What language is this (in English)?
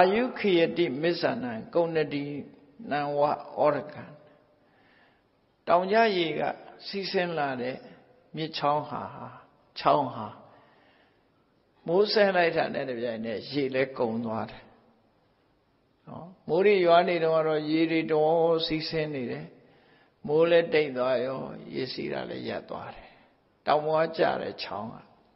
Burmese